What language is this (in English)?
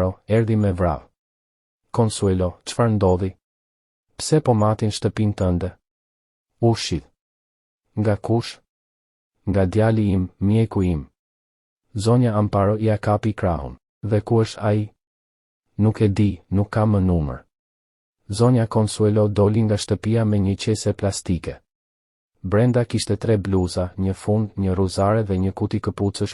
Albanian